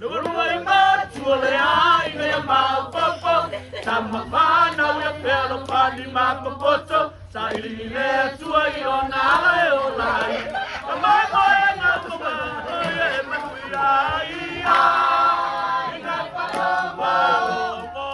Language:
Samoan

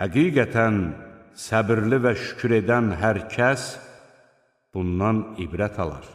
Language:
Azerbaijani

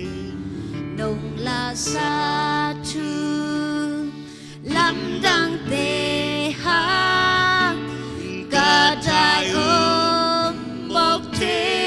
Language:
Tedim Chin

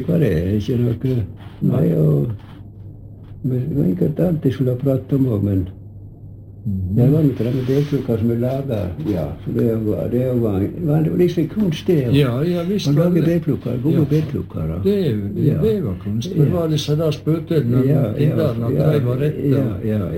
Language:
Norwegian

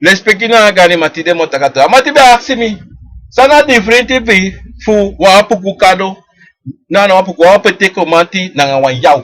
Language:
Sranan Tongo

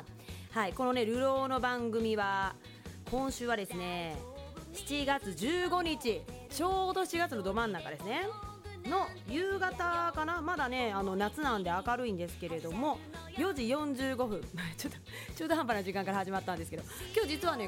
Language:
Japanese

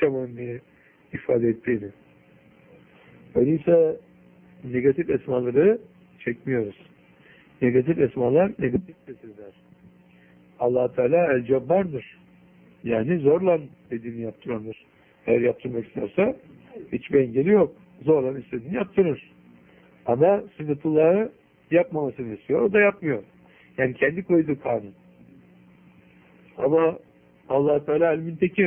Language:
Turkish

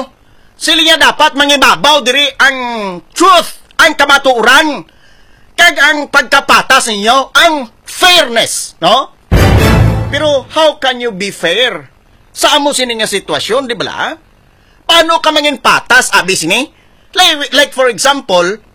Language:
Hiligaynon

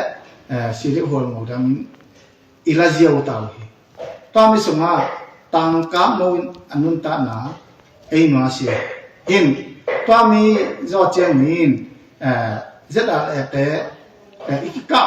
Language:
Tedim Chin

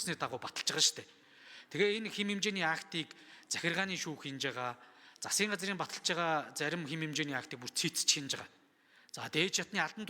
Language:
Mongolian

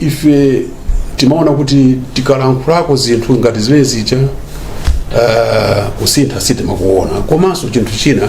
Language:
Nyanja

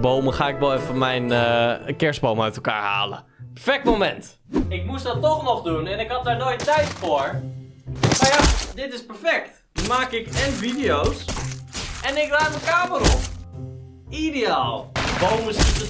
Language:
Dutch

